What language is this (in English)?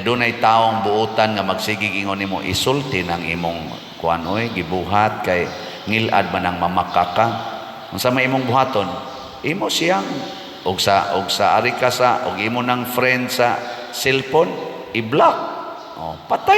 Cebuano